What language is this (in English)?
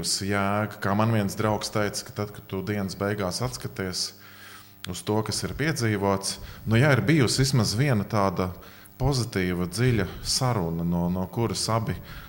Latvian